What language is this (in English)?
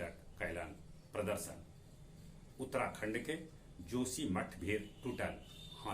Magahi